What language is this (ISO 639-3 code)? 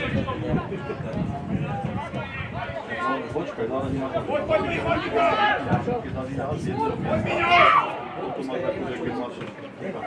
slk